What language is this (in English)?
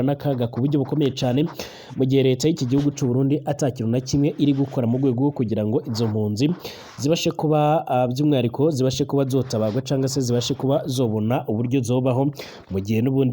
Rundi